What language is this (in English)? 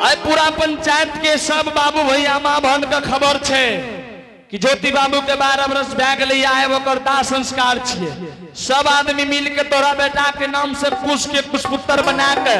Angika